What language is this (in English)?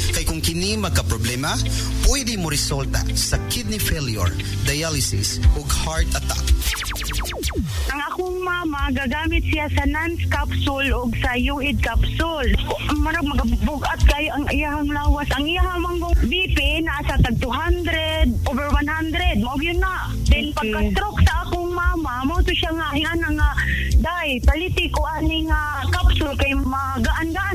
Cebuano